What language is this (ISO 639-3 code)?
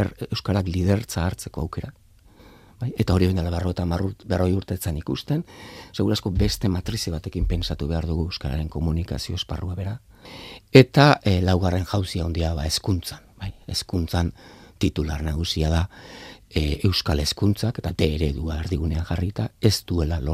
eus